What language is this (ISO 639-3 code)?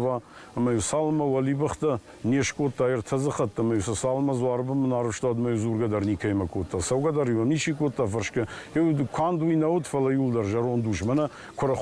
oss